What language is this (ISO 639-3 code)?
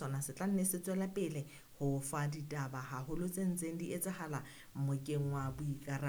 sot